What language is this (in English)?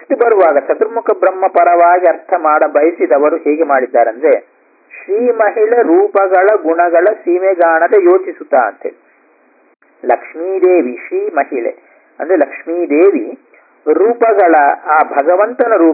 Kannada